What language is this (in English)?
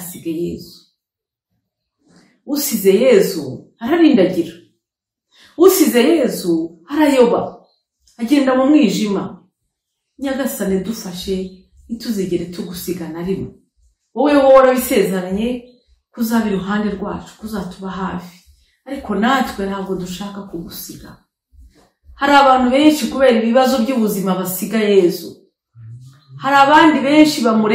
Kinyarwanda